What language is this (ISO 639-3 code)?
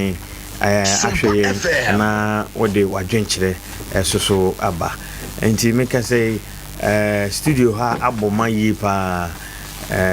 aka